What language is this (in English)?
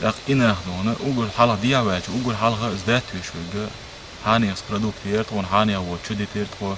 Chechen